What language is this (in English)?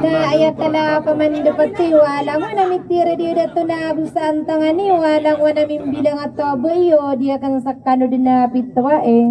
Maranao